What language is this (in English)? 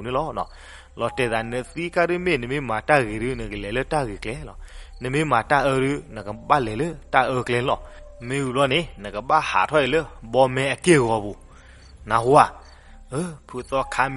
S'gaw Karen